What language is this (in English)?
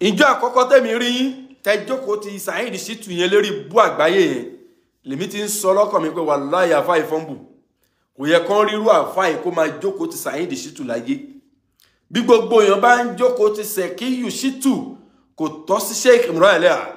Yoruba